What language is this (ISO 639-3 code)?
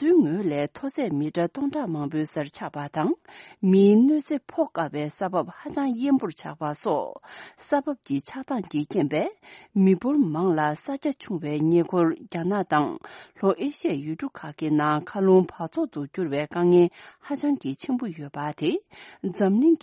bod